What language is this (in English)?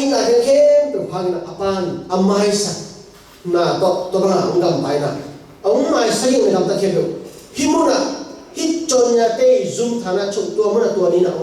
Tedim Chin